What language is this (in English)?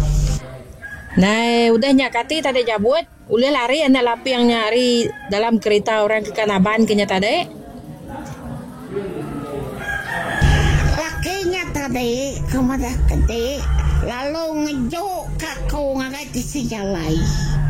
Iban